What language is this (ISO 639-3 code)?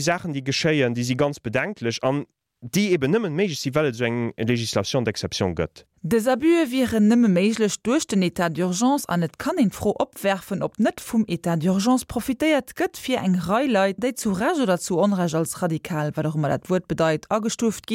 ltz